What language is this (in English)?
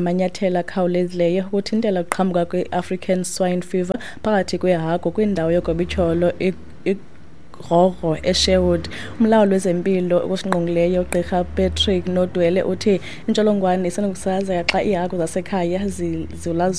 Xhosa